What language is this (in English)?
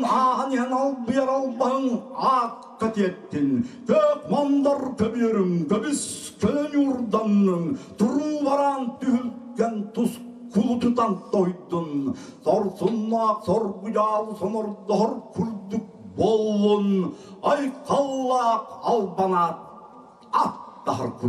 Yakut